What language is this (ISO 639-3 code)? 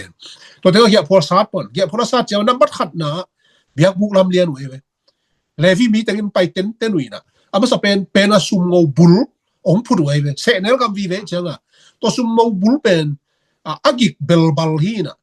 ctd